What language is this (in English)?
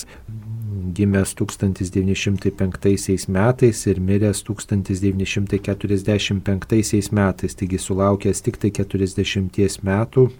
Lithuanian